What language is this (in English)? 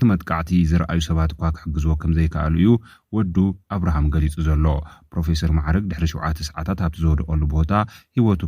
Tigrinya